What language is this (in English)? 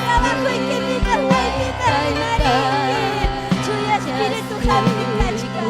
Ayacucho Quechua